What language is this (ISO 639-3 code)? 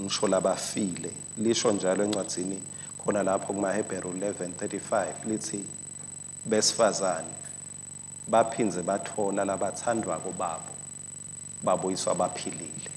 ssw